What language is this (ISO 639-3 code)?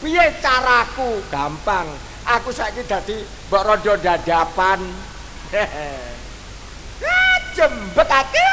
jav